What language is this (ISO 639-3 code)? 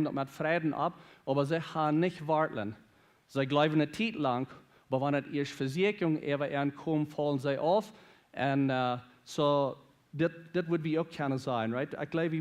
pdt